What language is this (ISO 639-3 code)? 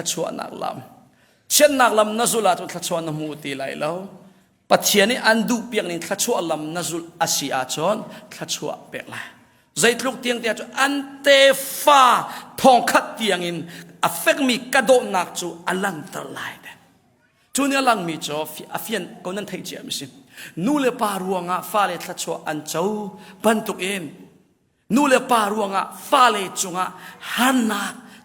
cnh